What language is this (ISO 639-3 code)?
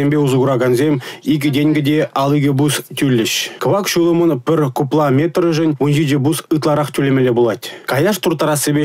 chv